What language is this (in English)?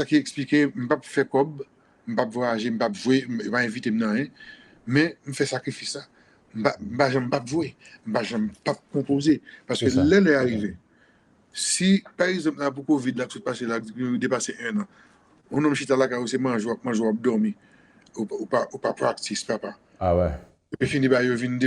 Haitian Creole